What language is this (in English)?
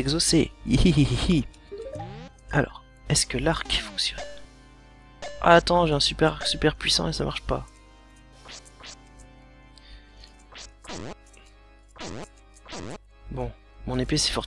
French